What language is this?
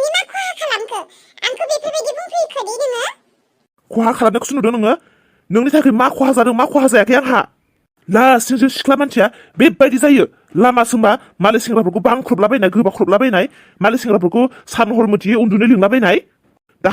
Bodo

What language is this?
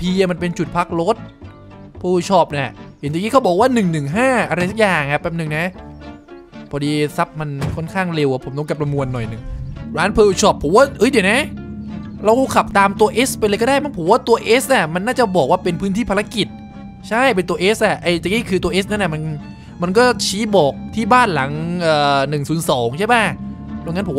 Thai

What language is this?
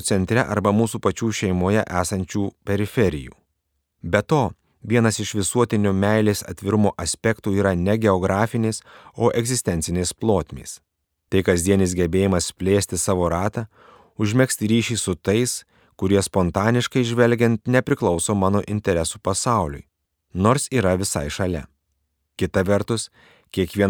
Lithuanian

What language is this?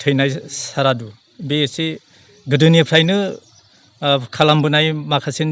Bodo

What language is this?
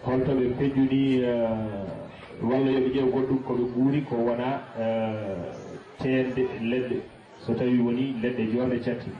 Fula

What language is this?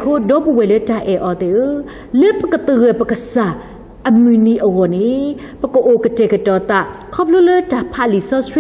S'gaw Karen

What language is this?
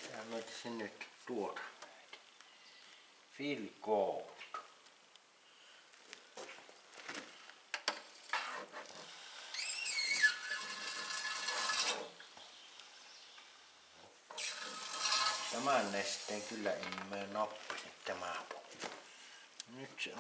Finnish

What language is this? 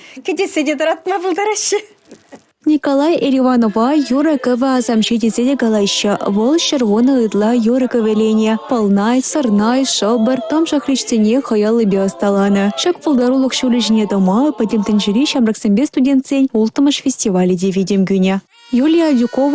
Chuvash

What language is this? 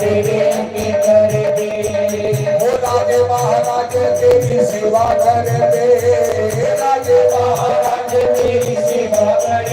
Dogri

